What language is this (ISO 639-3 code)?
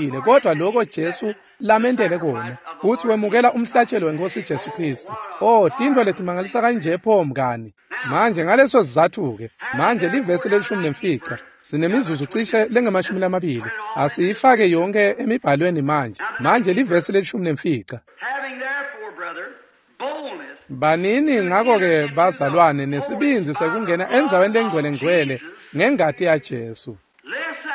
ssw